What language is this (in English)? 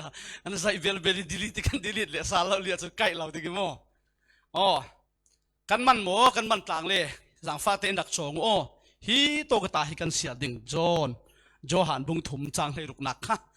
Falam Chin